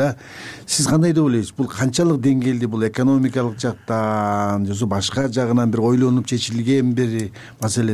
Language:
Kyrgyz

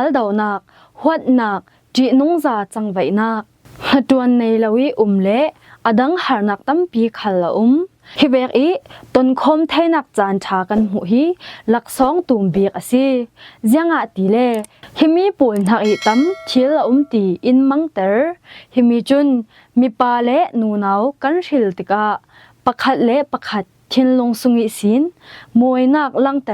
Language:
Falam Chin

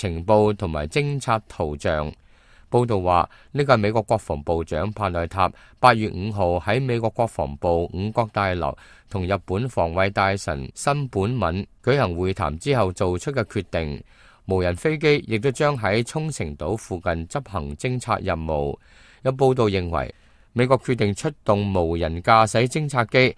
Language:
Cantonese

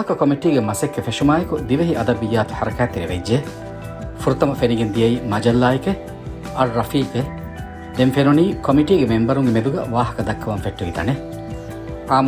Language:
Divehi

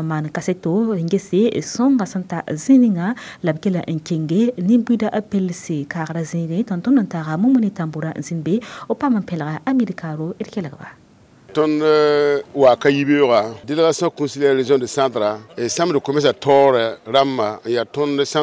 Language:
Mossi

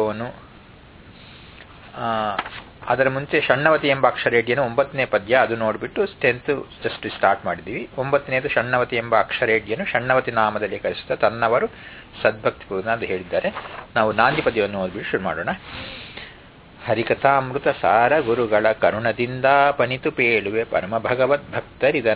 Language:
Kannada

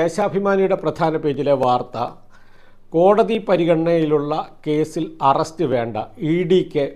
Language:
Malayalam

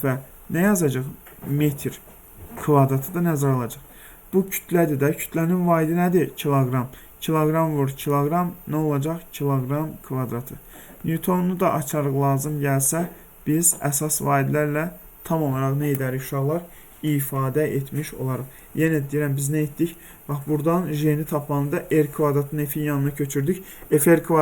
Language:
Azerbaijani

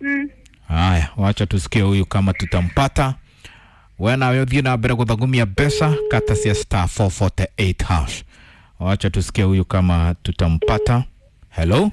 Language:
Kikuyu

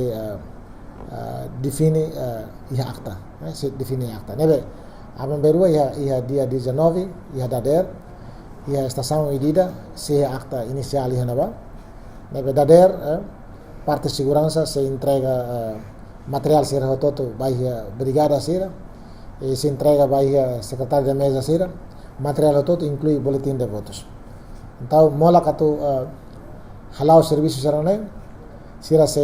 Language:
Tetum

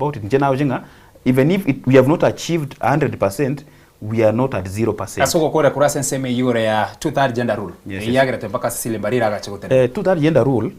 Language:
Gusii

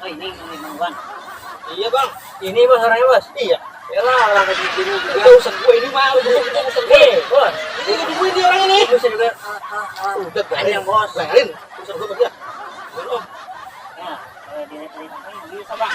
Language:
Betawi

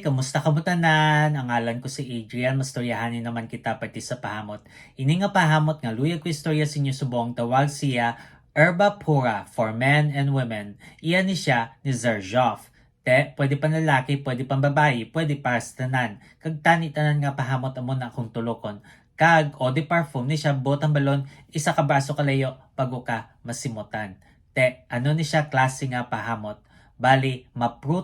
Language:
Hiligaynon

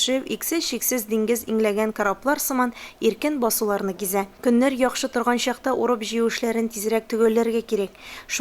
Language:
Tatar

